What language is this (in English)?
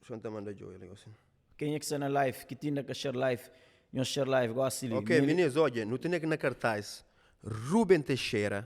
Kabuverdianu